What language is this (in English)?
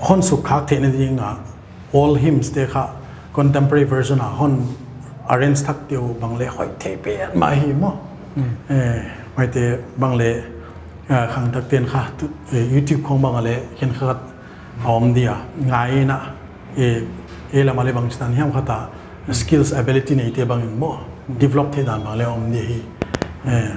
Paite Chin